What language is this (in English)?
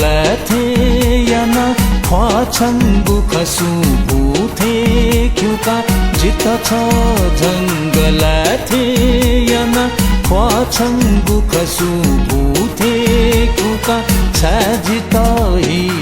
Newari